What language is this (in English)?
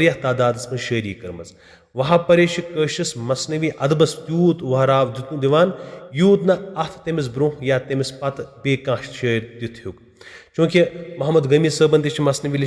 Kashmiri